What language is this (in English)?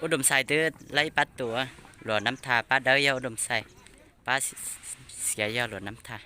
Hmong